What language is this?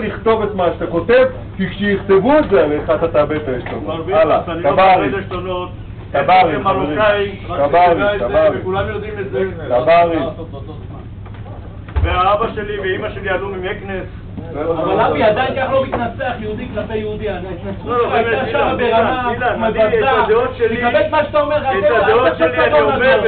Hebrew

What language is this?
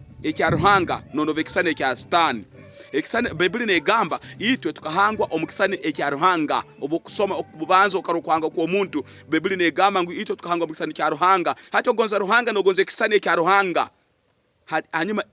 Tooro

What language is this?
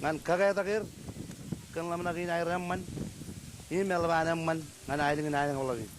Marshallese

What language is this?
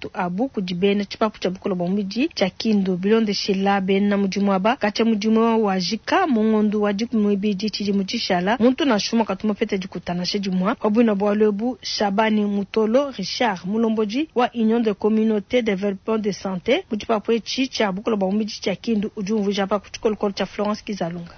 Luba-Lulua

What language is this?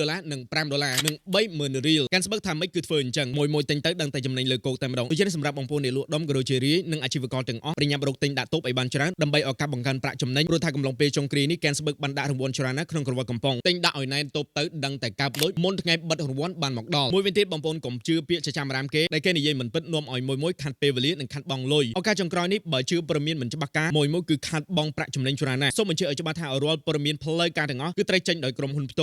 Khmer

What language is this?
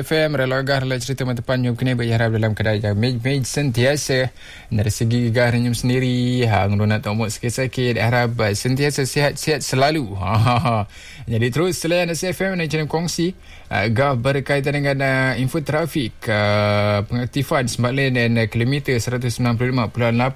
Malay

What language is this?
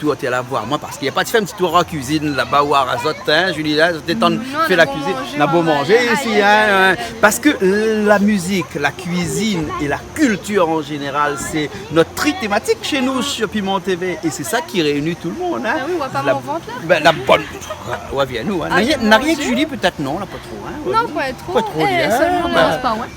Réunion Creole French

